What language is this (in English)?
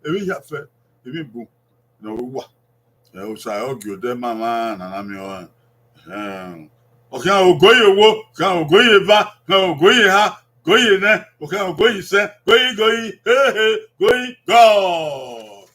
Bini